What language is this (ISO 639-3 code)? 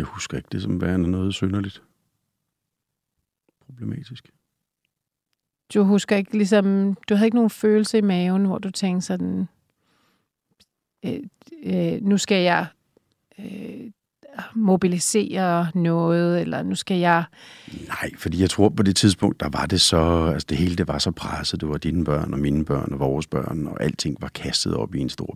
dan